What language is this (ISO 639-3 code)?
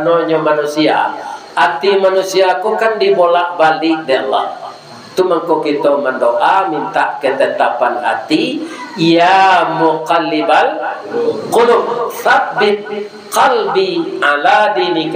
min